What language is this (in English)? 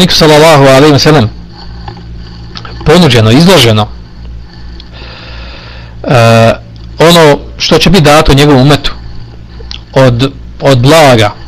Bosnian